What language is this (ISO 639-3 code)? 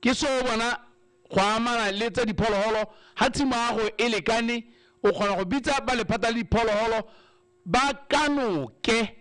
tsn